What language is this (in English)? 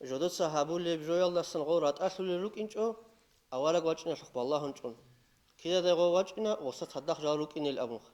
Avaric